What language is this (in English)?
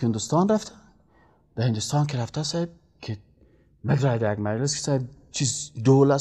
Persian